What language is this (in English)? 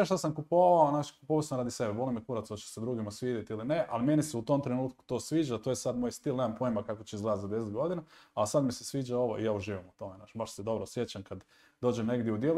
Croatian